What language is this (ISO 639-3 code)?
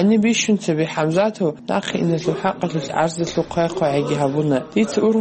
ava